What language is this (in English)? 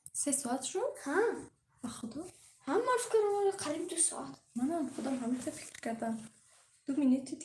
Tajik